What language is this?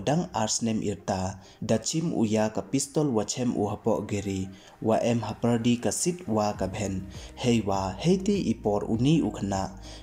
Pnar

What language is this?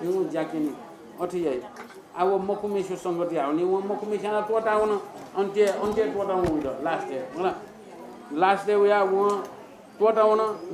Newari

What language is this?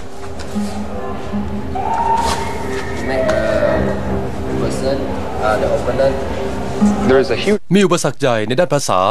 Thai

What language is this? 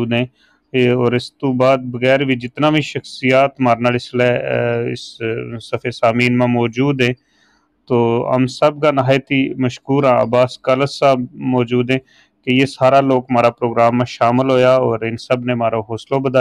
Gujari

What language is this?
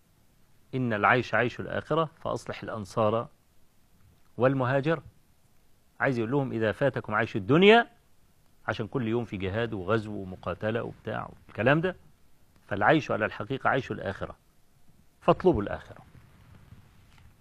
Egyptian Arabic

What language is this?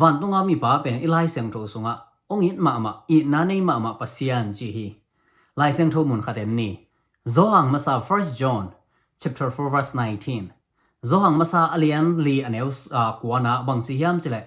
Tedim Chin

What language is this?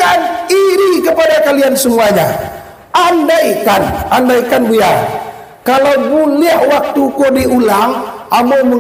Minangkabau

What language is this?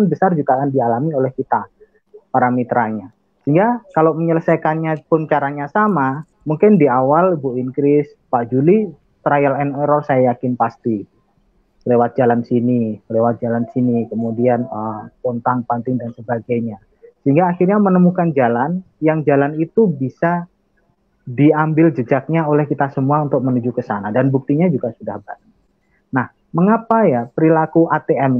Indonesian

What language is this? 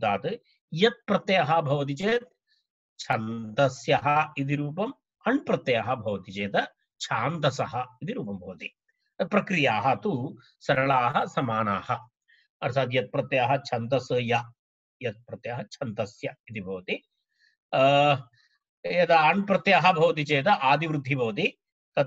Sanskrit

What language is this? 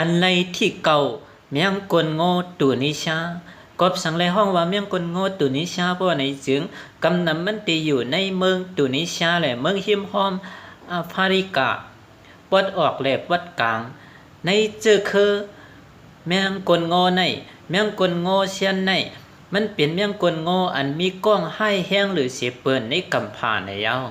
Shan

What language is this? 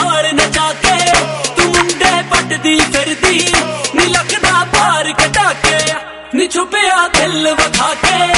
Punjabi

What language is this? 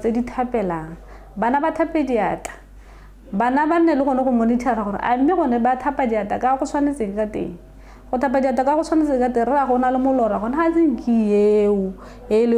Tswana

